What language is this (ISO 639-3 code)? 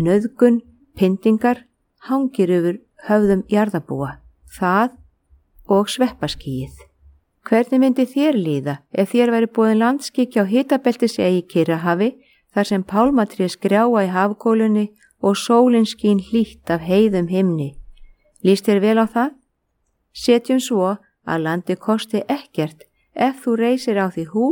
isl